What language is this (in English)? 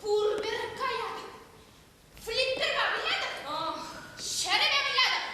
Chuvash